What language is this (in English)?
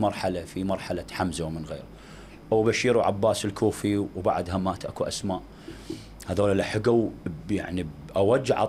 Mesopotamian Arabic